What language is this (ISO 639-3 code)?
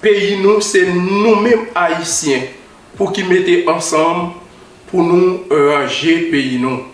hat